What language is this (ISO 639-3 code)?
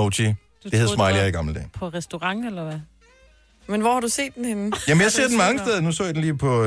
dan